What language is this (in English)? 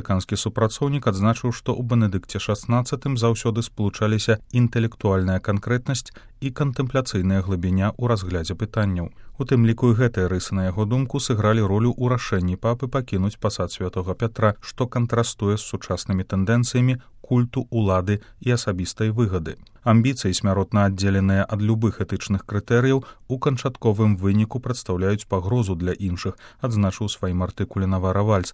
Belarusian